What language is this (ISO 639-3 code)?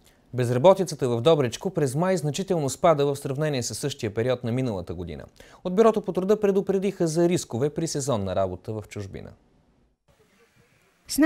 bul